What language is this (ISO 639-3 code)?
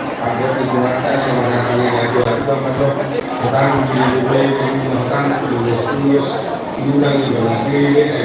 bbc